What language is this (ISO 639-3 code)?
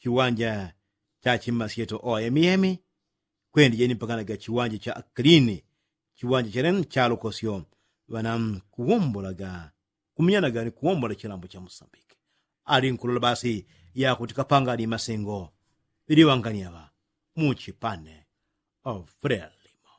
yao